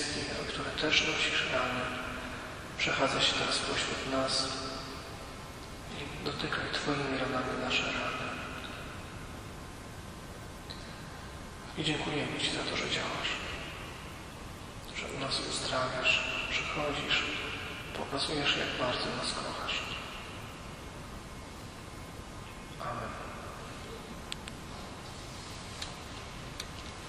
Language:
Polish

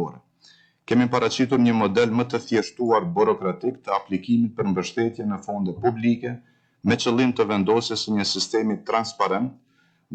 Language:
Albanian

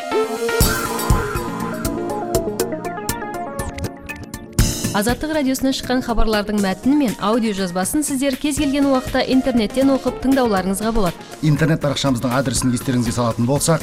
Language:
Kazakh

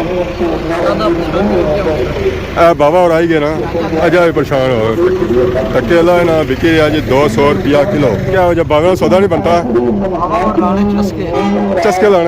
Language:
Pahari-Potwari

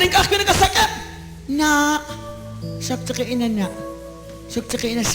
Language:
Kekchí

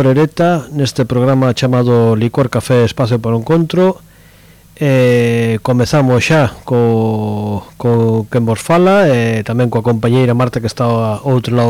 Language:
Galician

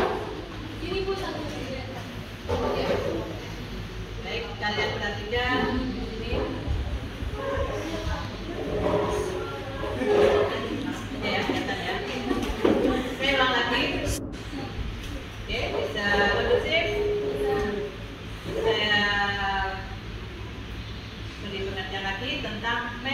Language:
Indonesian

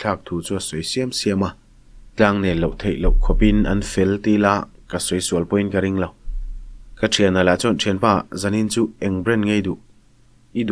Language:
Mizo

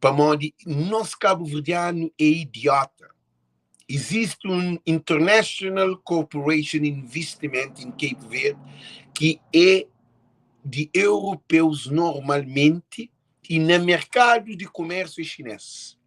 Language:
Kabuverdianu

